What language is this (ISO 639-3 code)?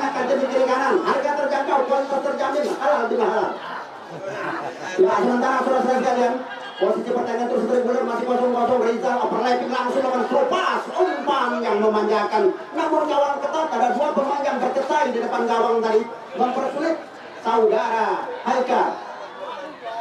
ind